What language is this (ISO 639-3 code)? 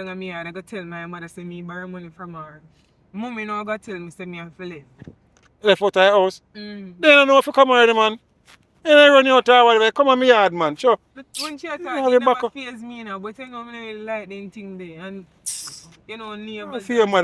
jam